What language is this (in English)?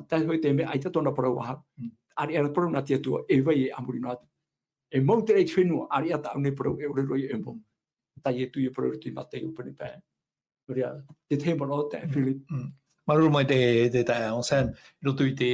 Tahitian